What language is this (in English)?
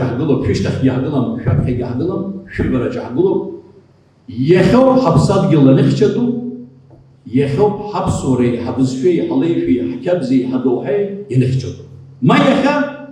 Abkhazian